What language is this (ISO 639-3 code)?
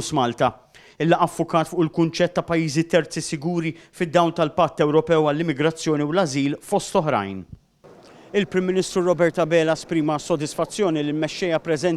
mlt